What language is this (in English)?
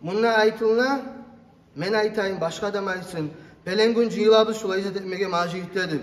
Kumyk